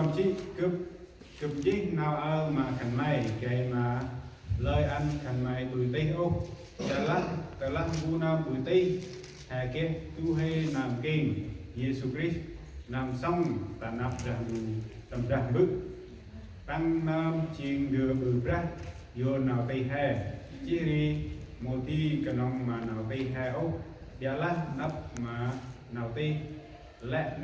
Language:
Central Mnong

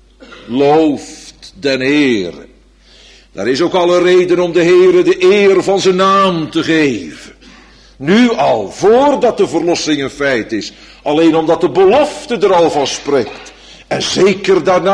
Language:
Dutch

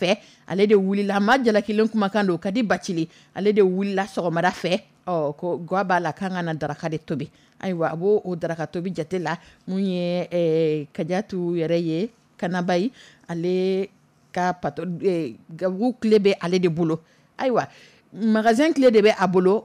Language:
Dyula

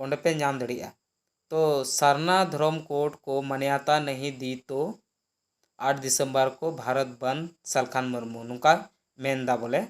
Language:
Santali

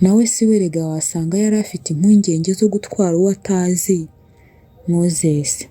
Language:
Kinyarwanda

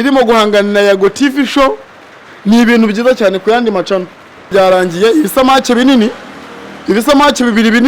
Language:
Kinyarwanda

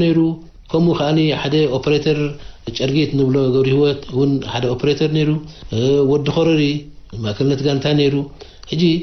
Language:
Tigrinya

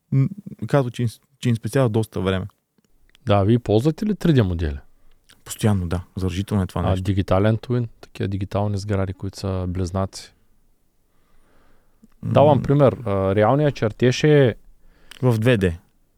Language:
Bulgarian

